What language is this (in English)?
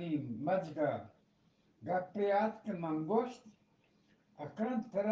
Eastern Balochi